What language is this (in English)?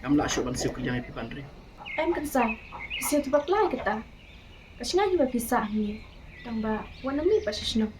Khasi